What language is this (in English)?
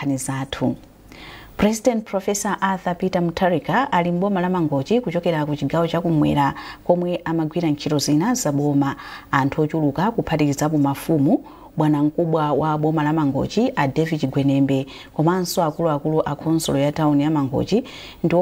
Nyanja